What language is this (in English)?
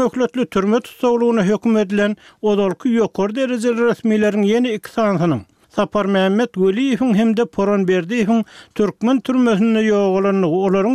Turkmen